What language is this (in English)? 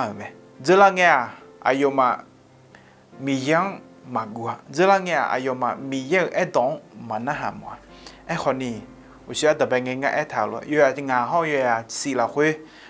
Akha